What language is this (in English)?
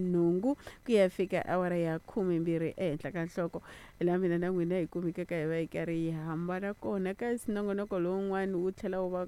Tsonga